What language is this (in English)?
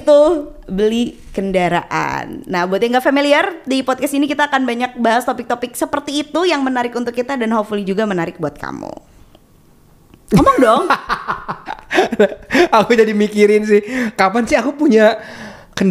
Indonesian